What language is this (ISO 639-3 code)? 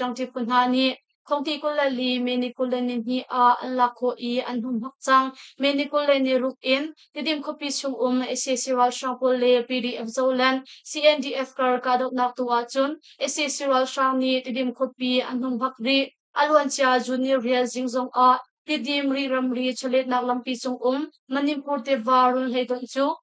cnh